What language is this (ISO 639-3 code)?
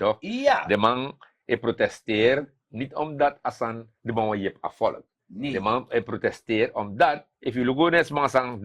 srn